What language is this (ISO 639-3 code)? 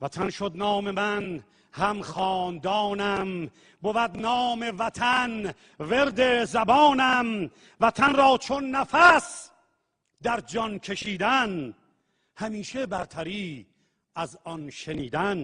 tgk